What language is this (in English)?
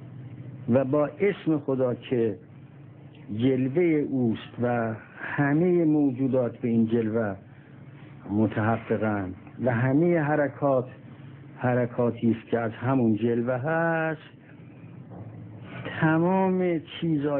Persian